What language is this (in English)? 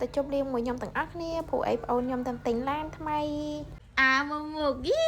Khmer